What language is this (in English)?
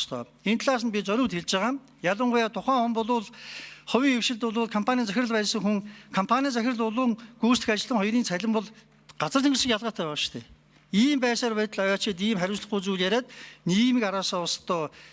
Mongolian